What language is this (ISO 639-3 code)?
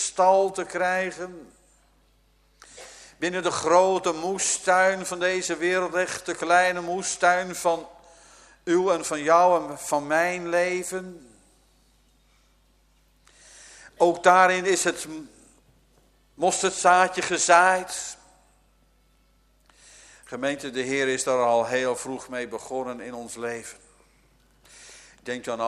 nld